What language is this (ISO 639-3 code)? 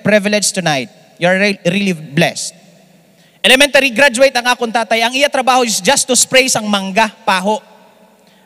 hil